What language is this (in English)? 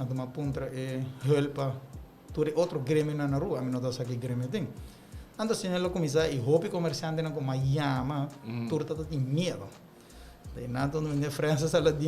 Papiamento